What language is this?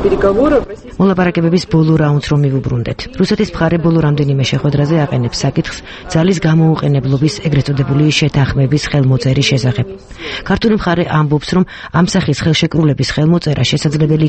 Georgian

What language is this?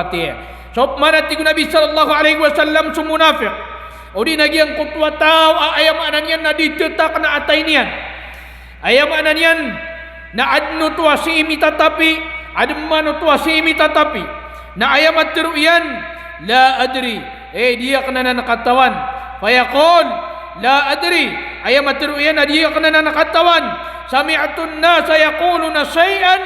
Maranao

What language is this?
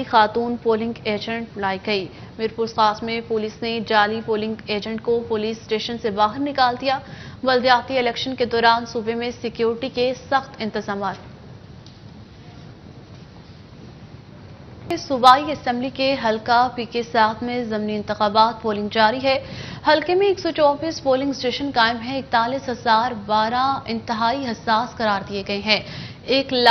Urdu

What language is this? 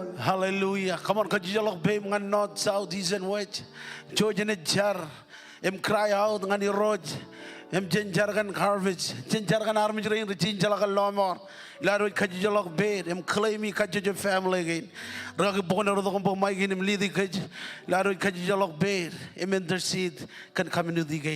Marshallese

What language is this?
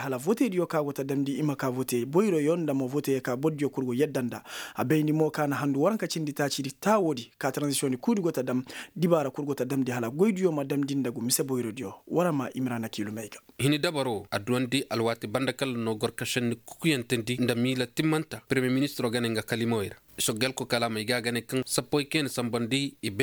Koyraboro Senni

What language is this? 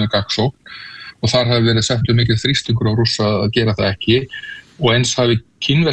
Icelandic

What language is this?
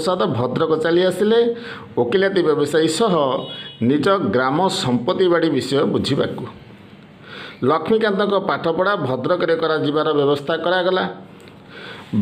Odia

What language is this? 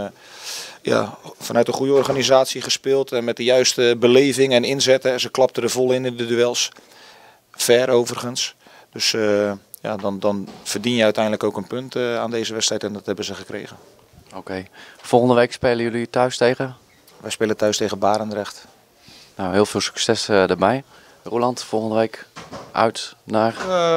Dutch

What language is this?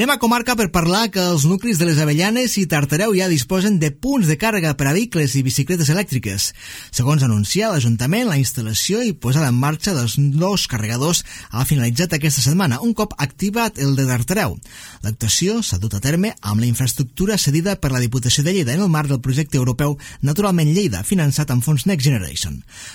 Catalan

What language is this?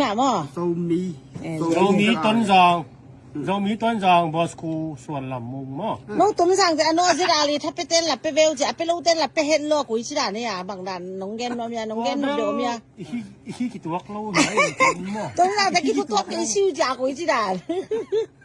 Tedim Chin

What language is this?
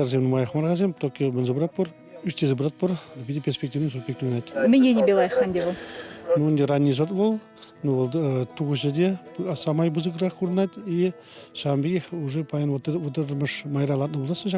Chuvash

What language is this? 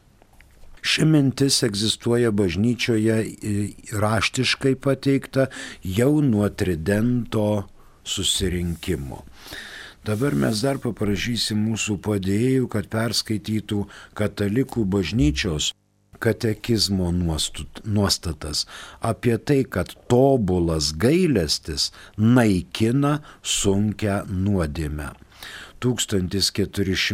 Lithuanian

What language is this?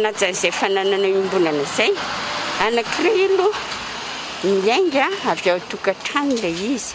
Malagasy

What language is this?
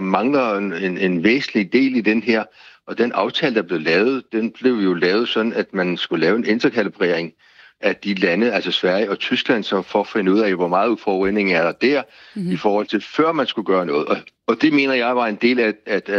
Danish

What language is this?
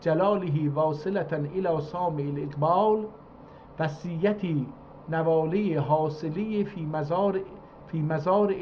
South Azerbaijani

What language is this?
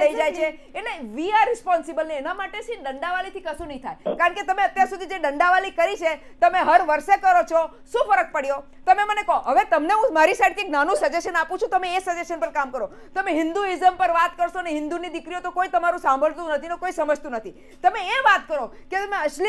Gujarati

